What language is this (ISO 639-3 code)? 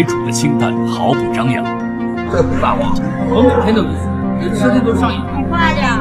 zho